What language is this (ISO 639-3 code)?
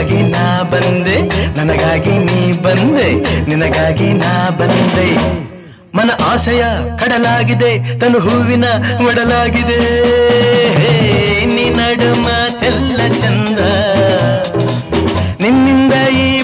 kan